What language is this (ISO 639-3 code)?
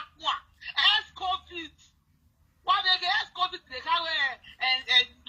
pcm